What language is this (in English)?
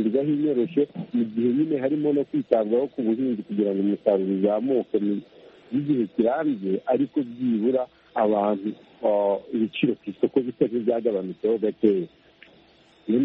Kinyarwanda